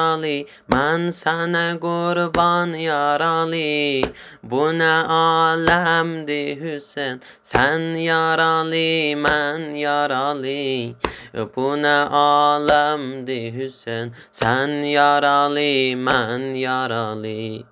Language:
Azerbaijani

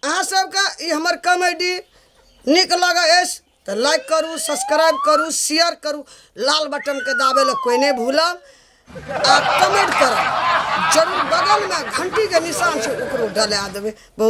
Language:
Maithili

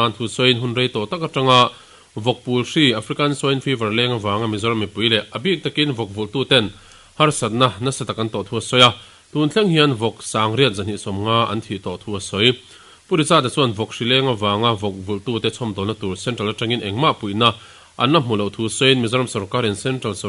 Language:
Mizo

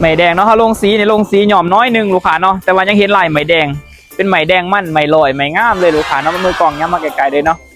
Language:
Lao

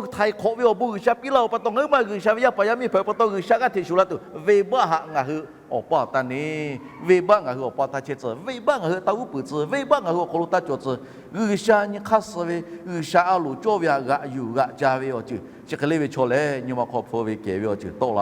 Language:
Lahu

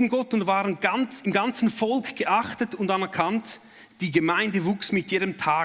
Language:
Swiss German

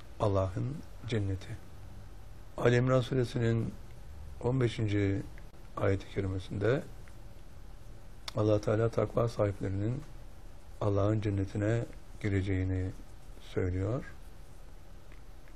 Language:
Turkish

